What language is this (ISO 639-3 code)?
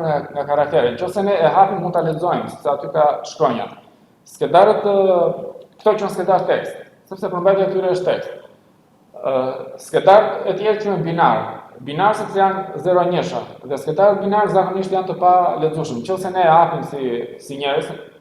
sqi